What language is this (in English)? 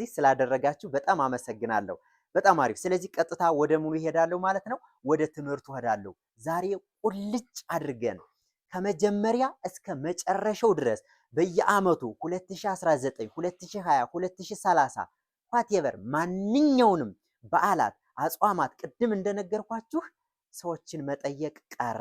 Amharic